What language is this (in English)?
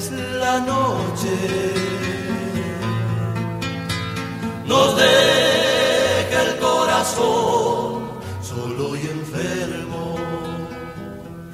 Spanish